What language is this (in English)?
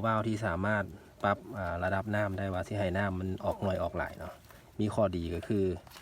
Lao